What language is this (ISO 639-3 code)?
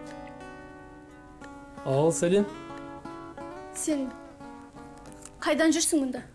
kaz